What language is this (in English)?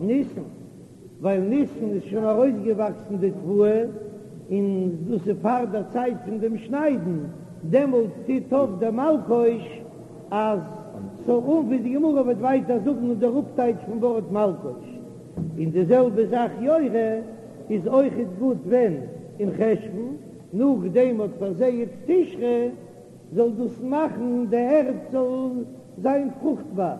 Yiddish